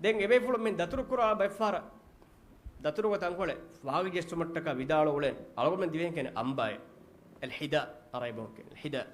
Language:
Divehi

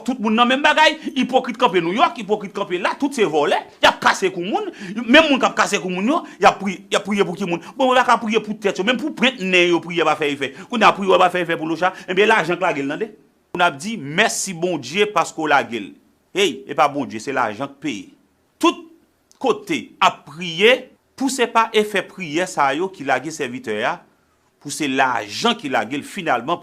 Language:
Haitian Creole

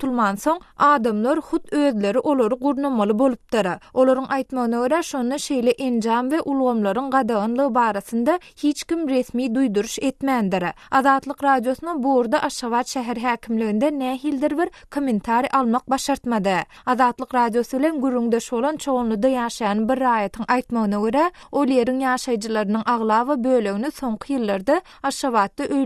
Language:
Turkmen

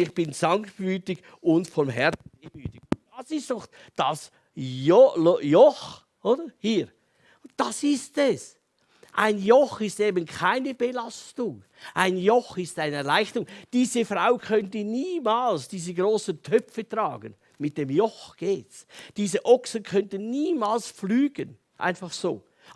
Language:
Swiss German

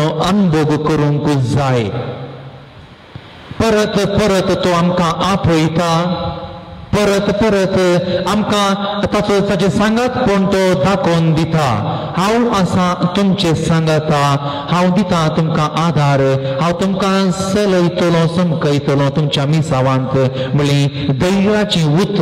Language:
Konkani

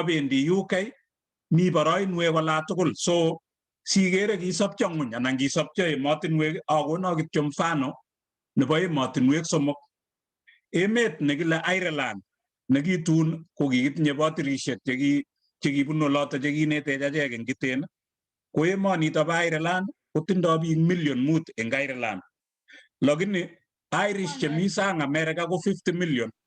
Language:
Kalenjin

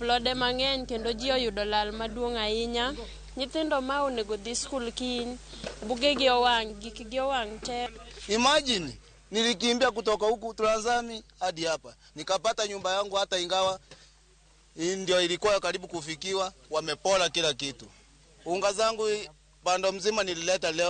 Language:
Luo (Kenya and Tanzania)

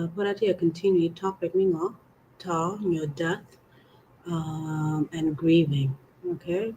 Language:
Acoli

